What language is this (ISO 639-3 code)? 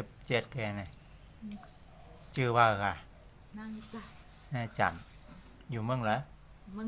shn